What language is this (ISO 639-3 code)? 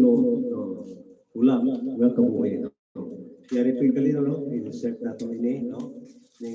hil